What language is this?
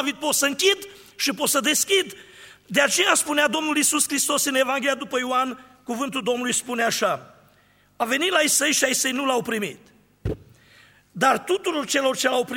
Romanian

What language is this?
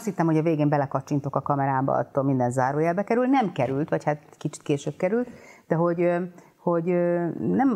Hungarian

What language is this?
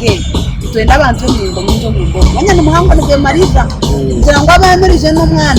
Nyankole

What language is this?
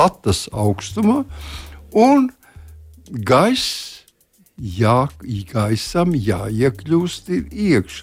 Latvian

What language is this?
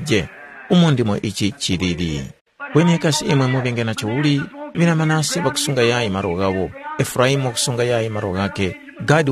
Tumbuka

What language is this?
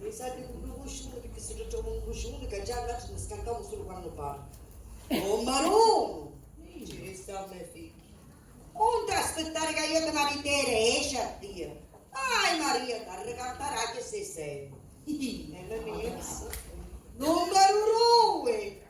Sicilian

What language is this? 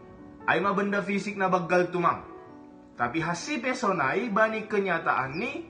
Batak Simalungun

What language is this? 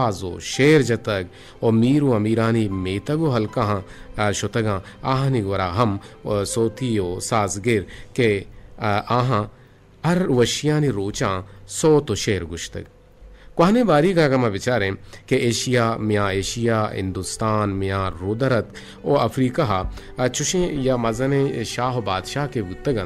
Eastern Balochi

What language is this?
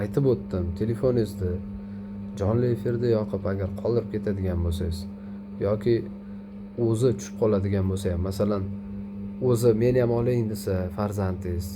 Uzbek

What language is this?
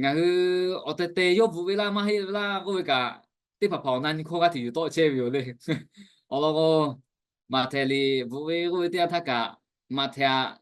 Lahu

